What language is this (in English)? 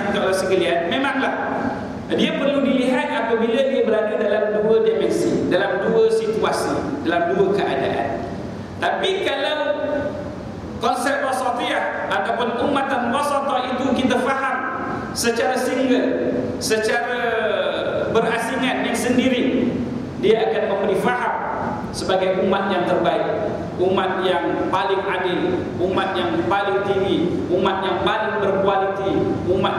Malay